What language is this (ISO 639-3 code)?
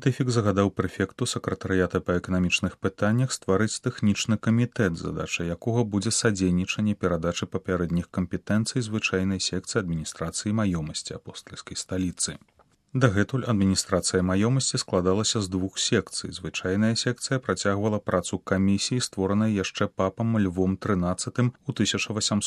bel